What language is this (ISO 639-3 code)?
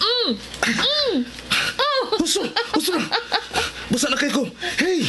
ceb